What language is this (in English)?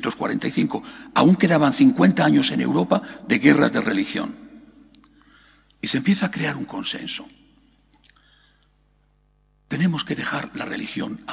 Spanish